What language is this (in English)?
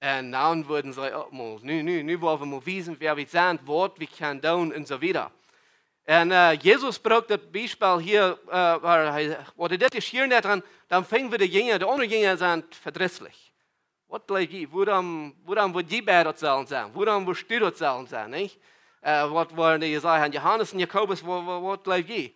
Plautdietsch